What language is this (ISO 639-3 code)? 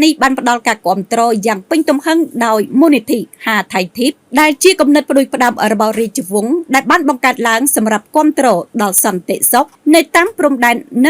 khm